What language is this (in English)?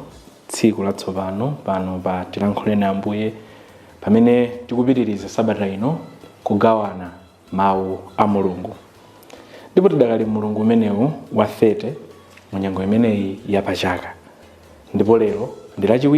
Nyanja